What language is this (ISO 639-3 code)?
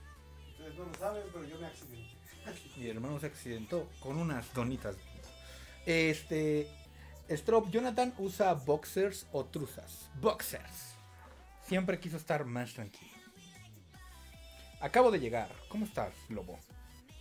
spa